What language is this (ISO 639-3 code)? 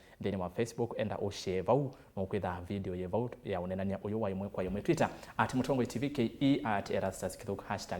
kam